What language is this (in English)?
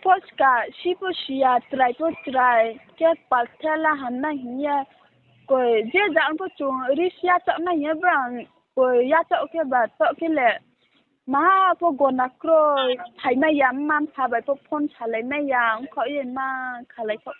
Riang (India)